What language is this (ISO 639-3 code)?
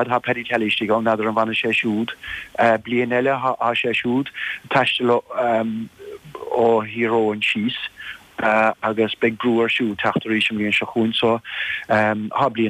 gle